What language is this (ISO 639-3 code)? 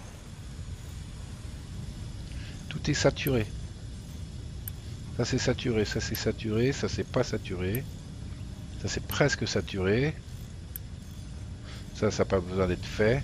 fra